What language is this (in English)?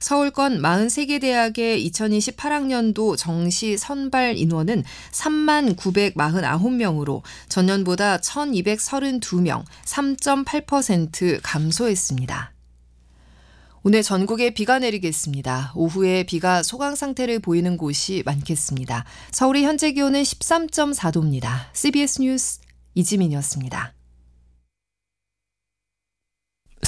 Korean